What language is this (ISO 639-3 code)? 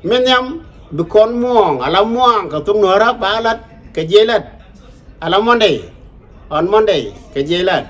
nus